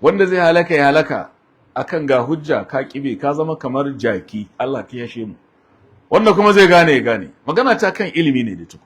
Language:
Hausa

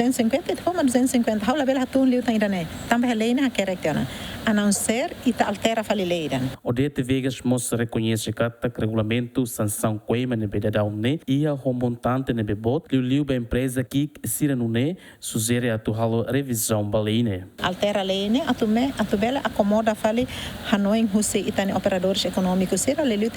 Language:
Tetum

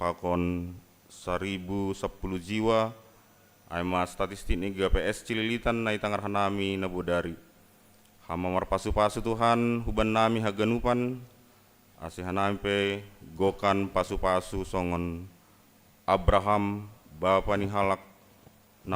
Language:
Batak Simalungun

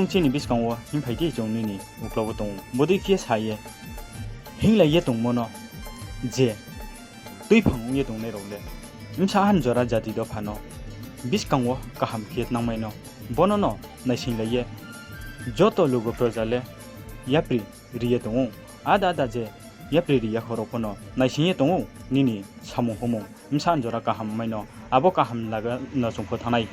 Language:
Riang (India)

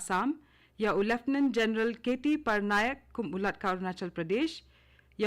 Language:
Khasi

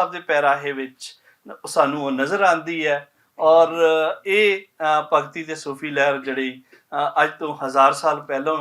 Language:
Western Panjabi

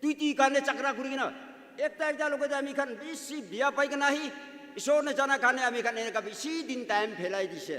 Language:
Naga Pidgin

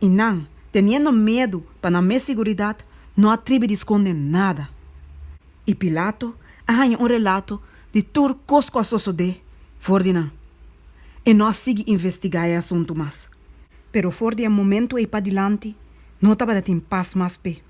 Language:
Papiamento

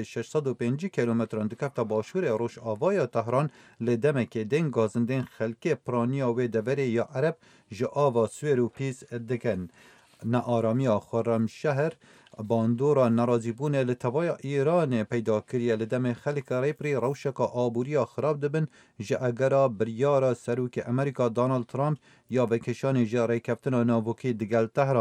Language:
Kurdish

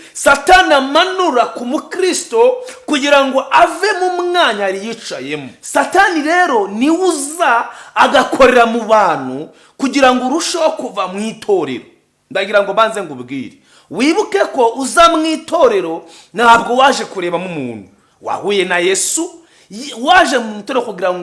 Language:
Kinyarwanda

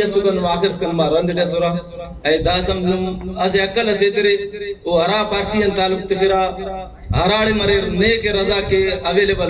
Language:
Brahui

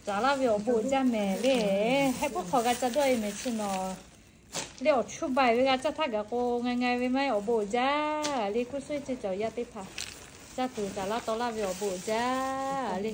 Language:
Lahu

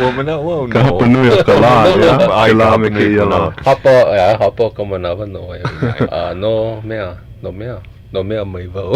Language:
Hawaiian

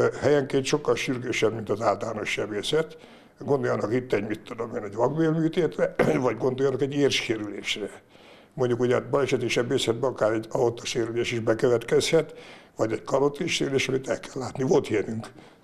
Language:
Hungarian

